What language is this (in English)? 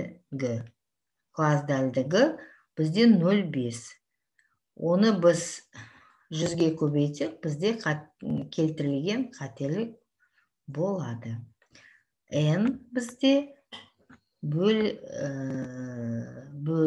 Kazakh